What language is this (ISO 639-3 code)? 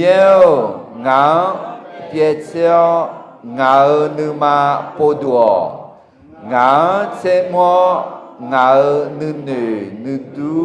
ahk